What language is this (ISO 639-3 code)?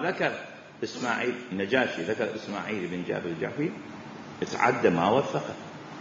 acm